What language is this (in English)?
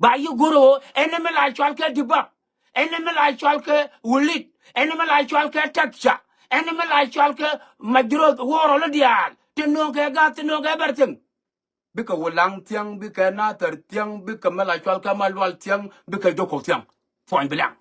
Nuer